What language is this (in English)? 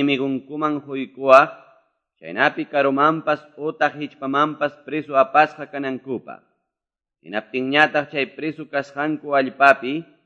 Quechua